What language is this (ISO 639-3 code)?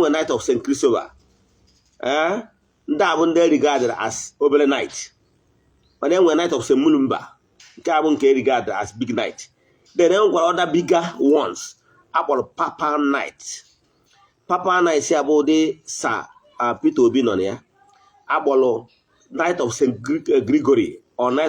ibo